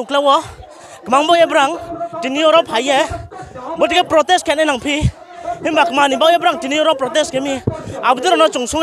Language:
Riang (India)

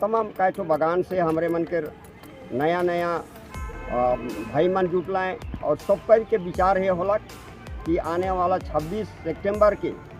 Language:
Sadri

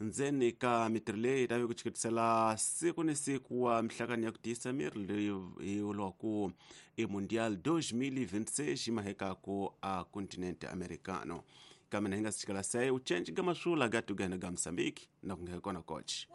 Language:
Tsonga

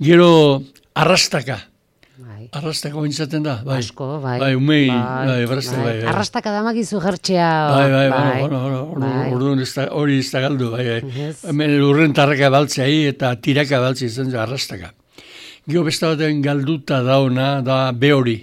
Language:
Basque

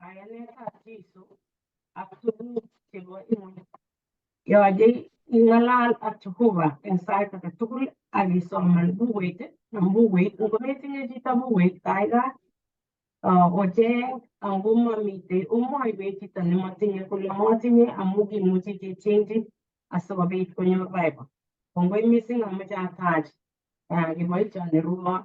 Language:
Kalenjin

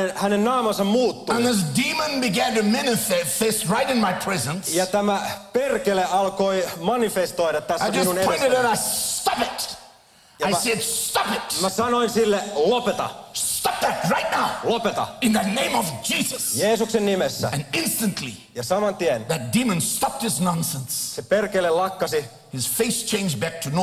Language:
Finnish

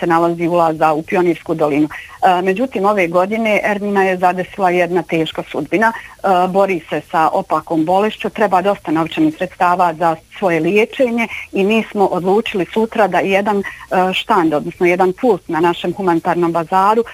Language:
Bosnian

